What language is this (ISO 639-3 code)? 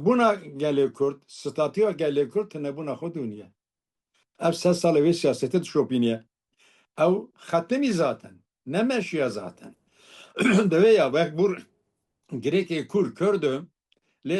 kur